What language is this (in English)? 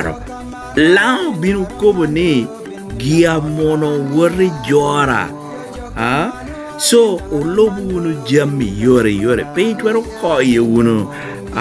Lango (Uganda)